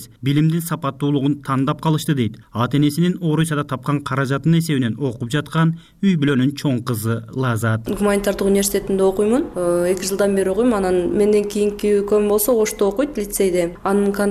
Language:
Kyrgyz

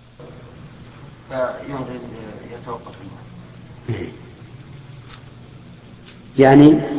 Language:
Arabic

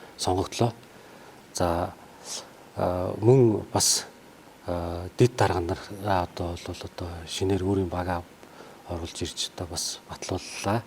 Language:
Mongolian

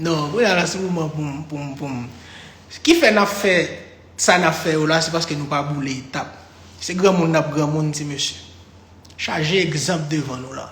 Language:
Haitian Creole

